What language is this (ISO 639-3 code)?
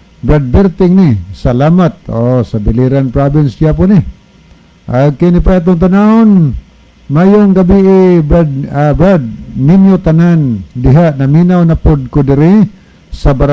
ceb